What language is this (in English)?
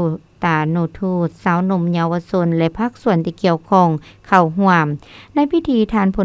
Lao